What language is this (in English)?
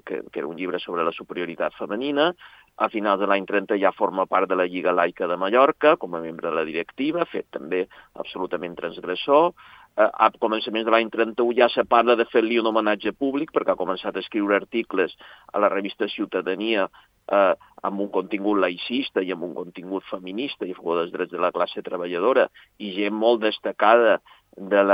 Catalan